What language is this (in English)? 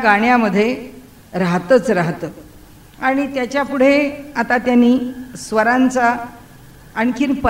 Marathi